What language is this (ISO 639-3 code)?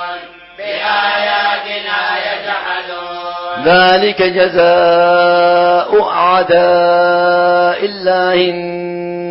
ara